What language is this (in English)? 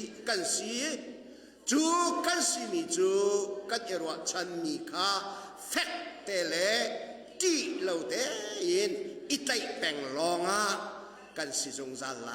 Hakha Chin